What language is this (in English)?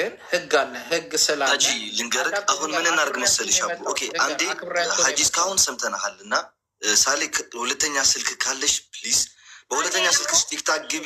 Amharic